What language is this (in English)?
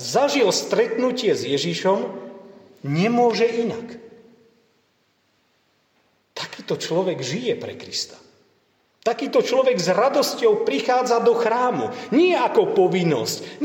Slovak